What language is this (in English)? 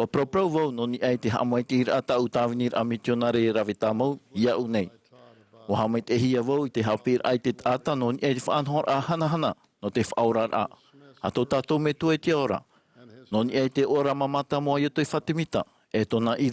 Tahitian